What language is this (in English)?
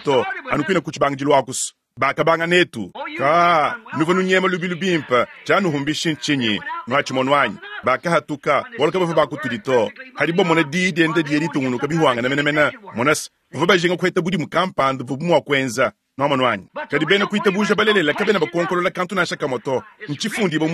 Luba-Lulua